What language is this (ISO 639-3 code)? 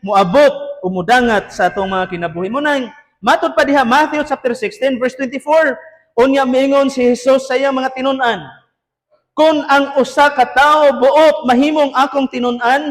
ceb